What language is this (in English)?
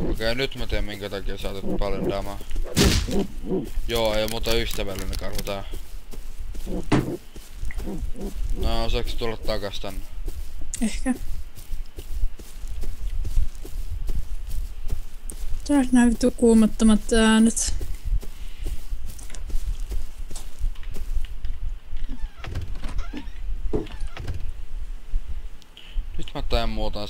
Finnish